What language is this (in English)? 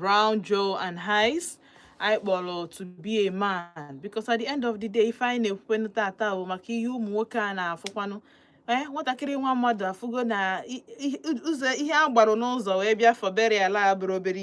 Igbo